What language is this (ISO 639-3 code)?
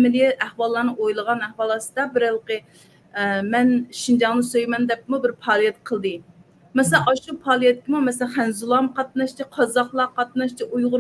uig